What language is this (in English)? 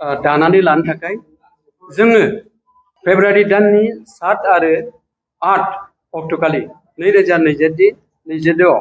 Bodo